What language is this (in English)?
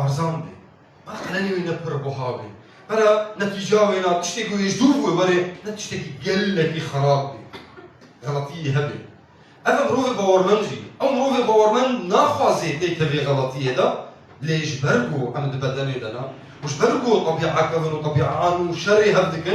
Kurdish